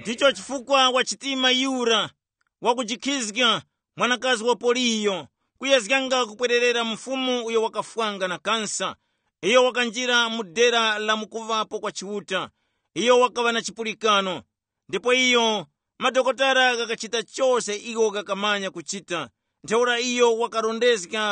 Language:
Tumbuka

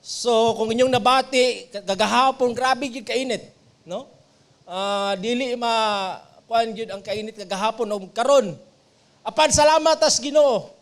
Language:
Cebuano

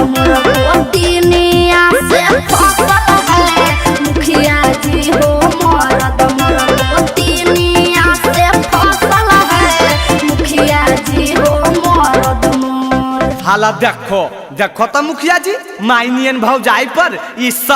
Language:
Magahi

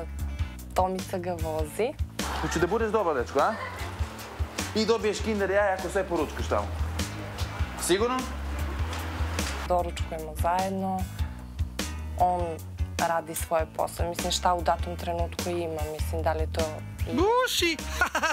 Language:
Serbian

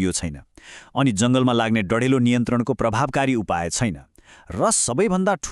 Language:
Nepali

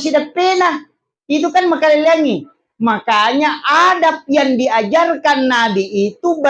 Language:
Buginese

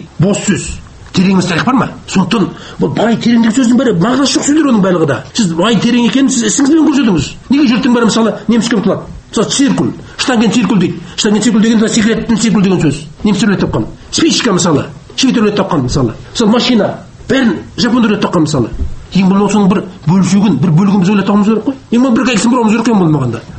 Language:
Kazakh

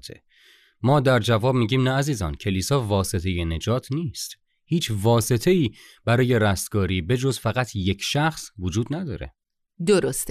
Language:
Persian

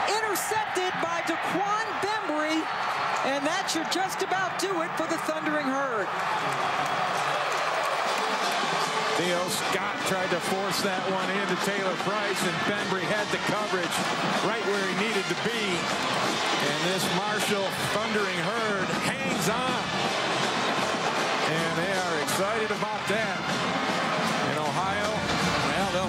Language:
English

